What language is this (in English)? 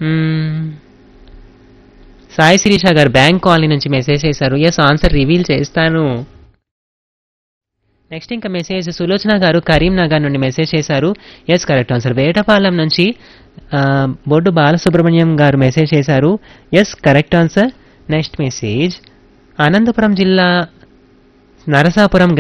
Telugu